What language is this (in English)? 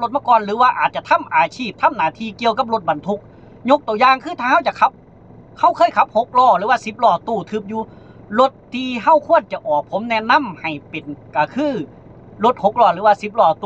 Lao